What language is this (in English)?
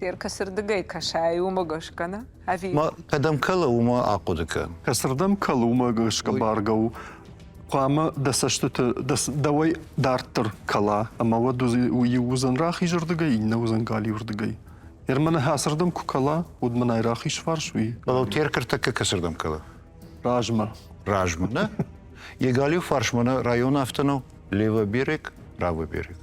Ossetic